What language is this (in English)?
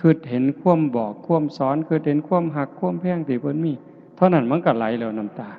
Lao